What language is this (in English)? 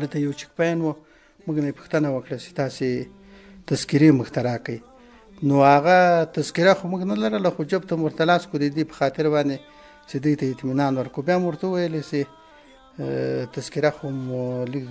Pashto